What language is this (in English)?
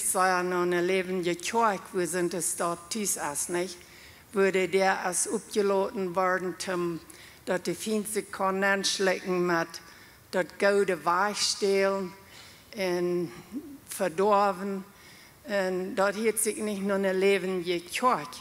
Plautdietsch